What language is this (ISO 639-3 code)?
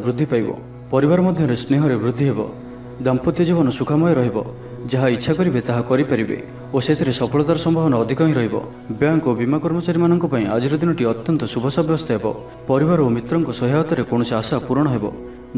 ori